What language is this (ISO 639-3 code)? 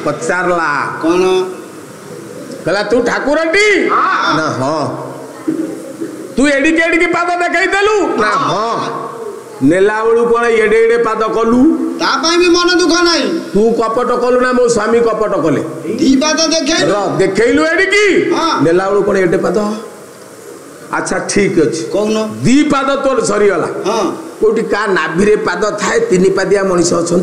ori